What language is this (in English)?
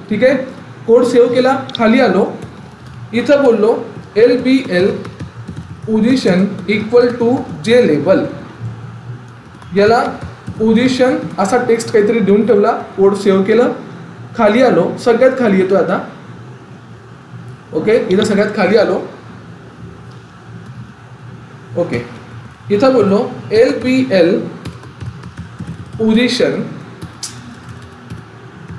Marathi